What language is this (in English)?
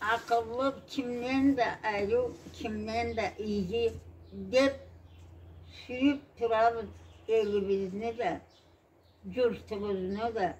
Karachay-Balkar